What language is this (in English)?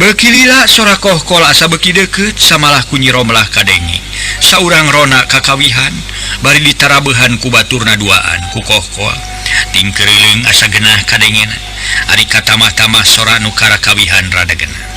Sundanese